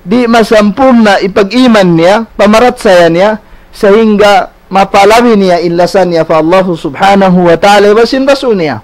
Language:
Tausug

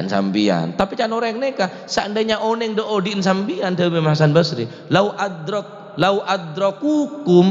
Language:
Madurese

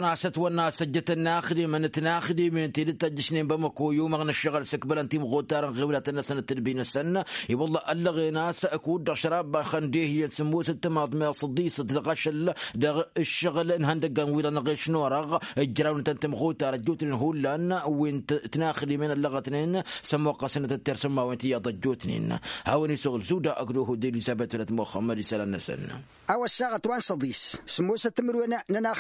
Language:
Tamasheq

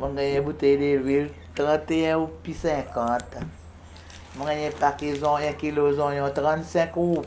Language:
Seselwa Creole French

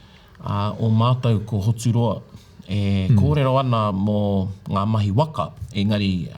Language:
Māori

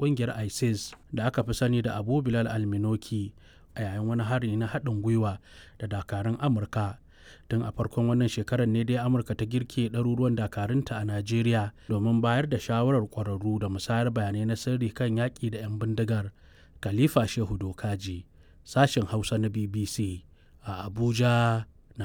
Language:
Hausa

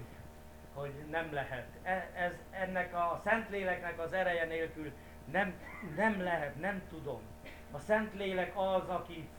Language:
Hungarian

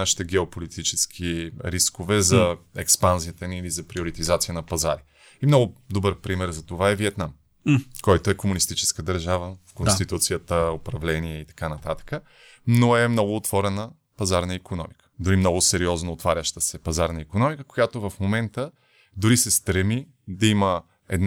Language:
Bulgarian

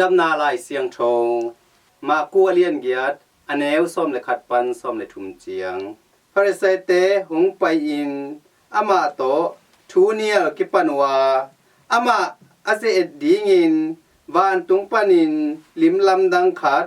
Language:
Tedim Chin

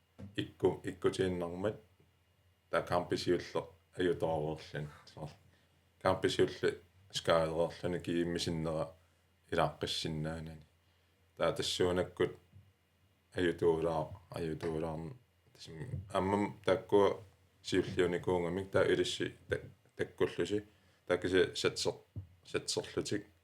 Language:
Kalaallisut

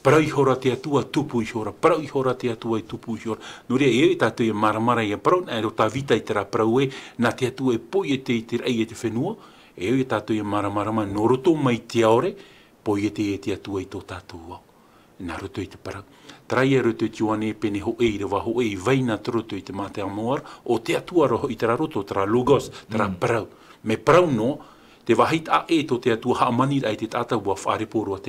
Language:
Tahitian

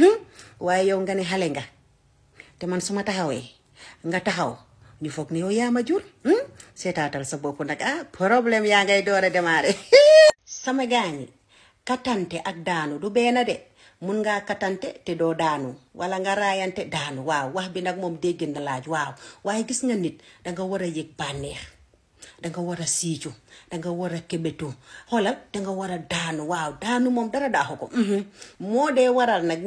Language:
Wolof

